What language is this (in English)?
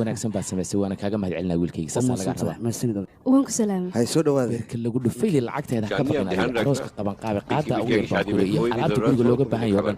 Somali